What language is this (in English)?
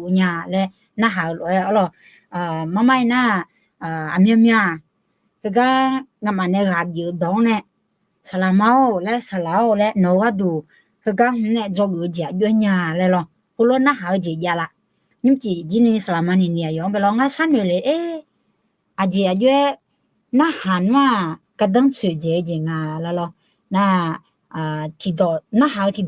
Akha